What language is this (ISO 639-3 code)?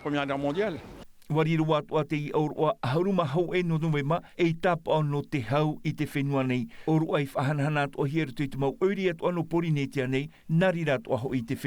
tah